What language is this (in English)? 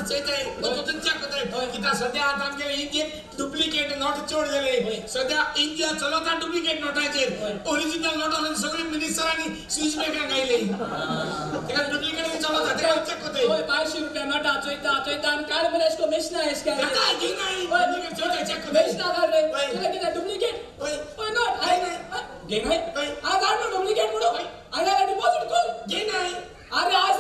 Konkani